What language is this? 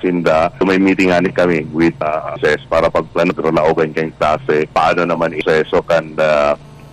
Bikol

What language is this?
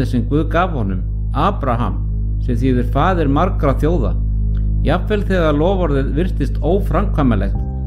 Icelandic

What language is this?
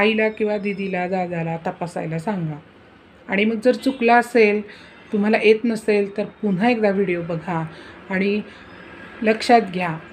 Marathi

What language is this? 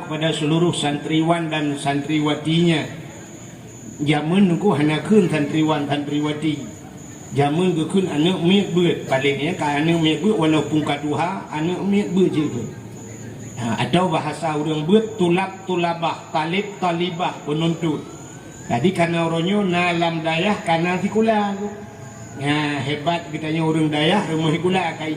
Achinese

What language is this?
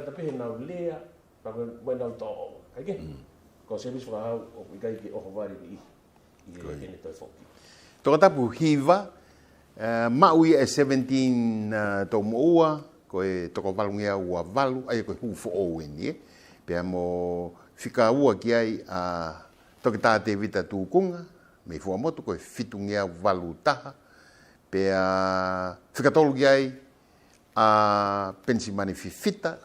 Tongan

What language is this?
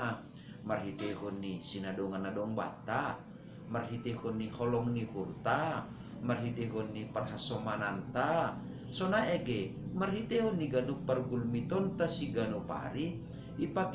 Batak Simalungun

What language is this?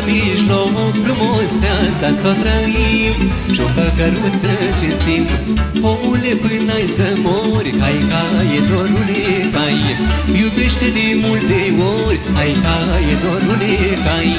Romanian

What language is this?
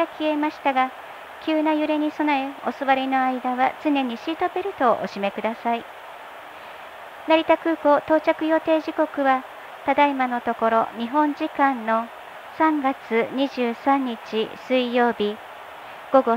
Japanese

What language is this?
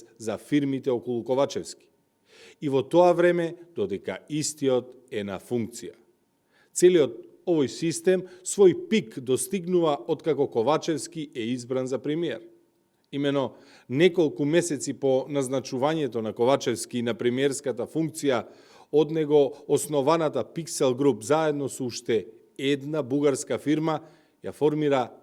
Macedonian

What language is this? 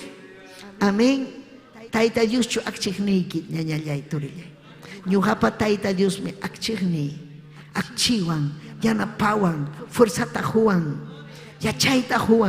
Ayacucho Quechua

